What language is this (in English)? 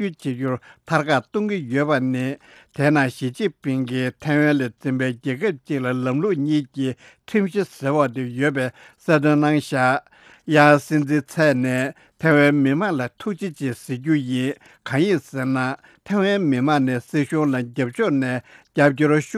Tibetan